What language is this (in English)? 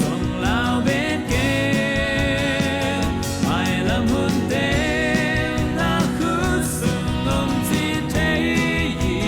Tedim Chin